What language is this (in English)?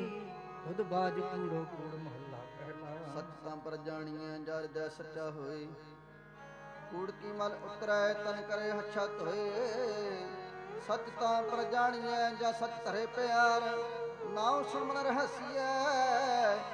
Punjabi